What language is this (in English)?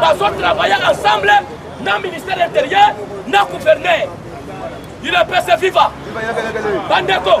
Lingala